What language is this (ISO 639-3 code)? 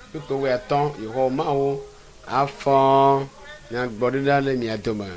ewe